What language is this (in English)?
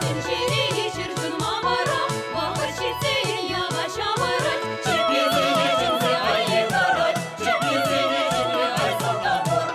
Chuvash